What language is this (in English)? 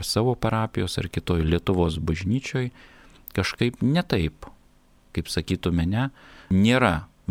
Lithuanian